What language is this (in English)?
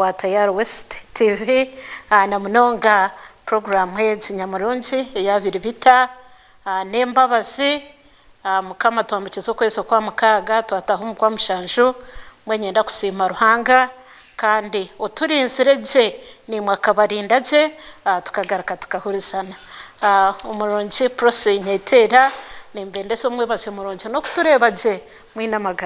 Nyankole